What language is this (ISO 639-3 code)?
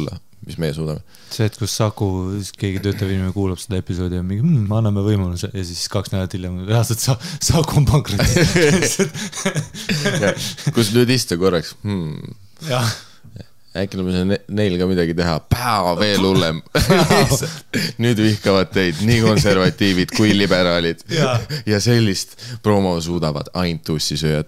est